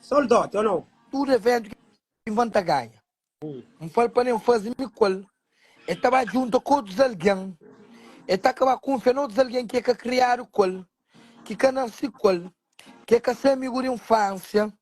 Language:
Kabuverdianu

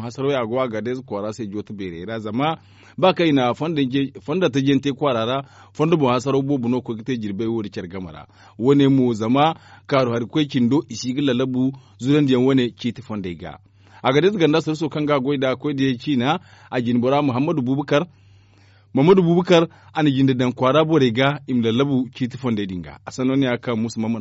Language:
Zarma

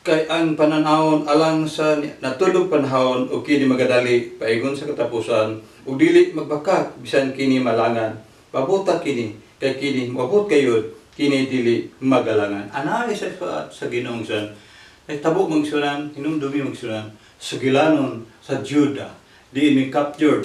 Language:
Cebuano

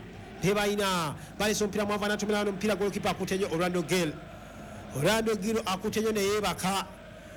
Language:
Ganda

